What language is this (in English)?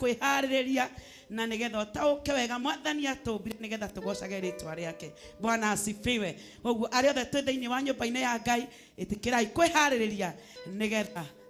Kikuyu